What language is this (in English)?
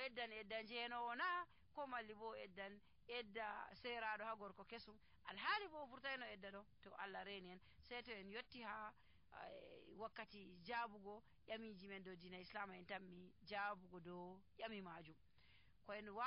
Nigerian Fulfulde